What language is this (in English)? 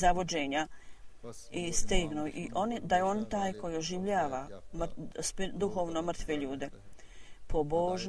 Bosnian